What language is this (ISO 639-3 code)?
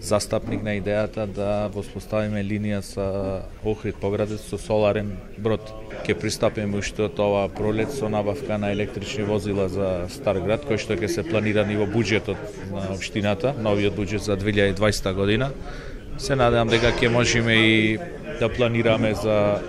mkd